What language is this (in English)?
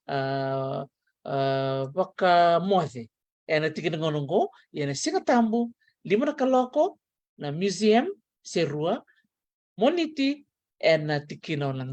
Fijian